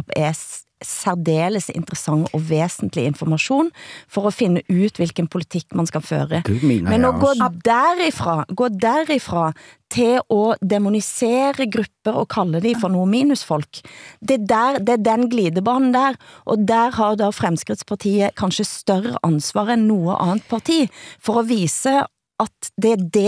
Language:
Danish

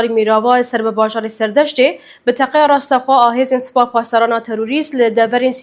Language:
Kurdish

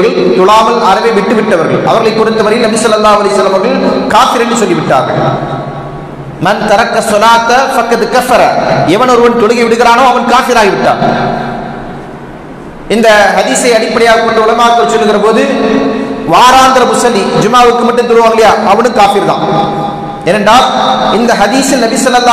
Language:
Tamil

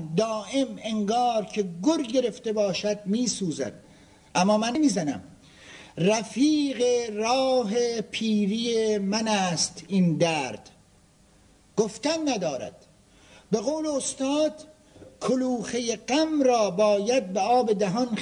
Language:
Persian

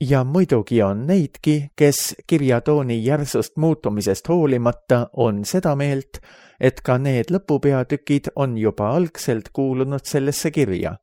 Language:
Estonian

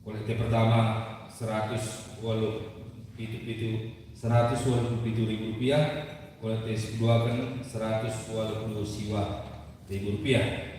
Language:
Batak Karo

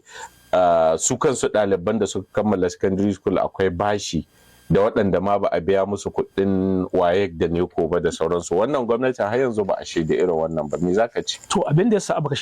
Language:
Hausa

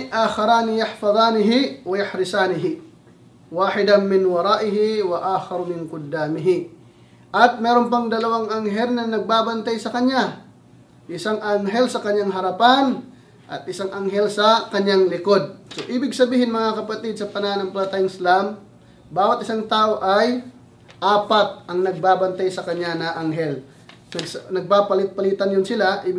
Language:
Filipino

